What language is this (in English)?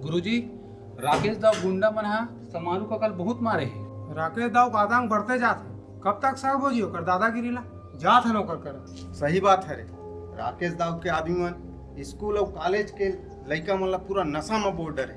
Chhattisgarhi